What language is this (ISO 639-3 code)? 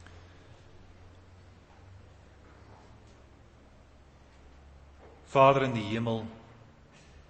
afr